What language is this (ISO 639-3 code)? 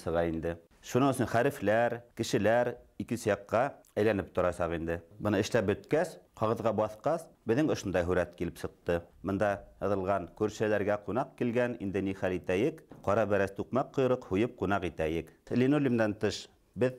bak